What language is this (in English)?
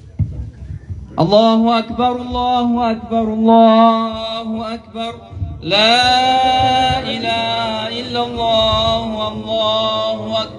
Arabic